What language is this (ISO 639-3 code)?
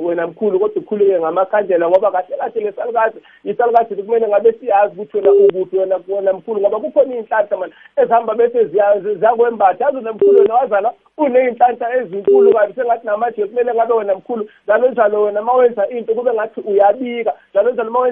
nbl